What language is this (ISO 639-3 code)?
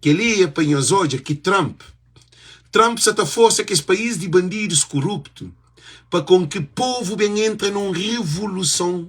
kea